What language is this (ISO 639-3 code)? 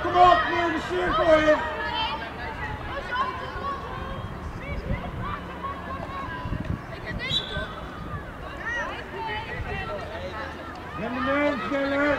nld